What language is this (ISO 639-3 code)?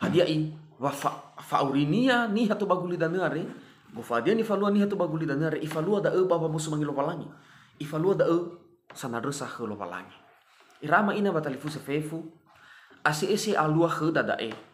nia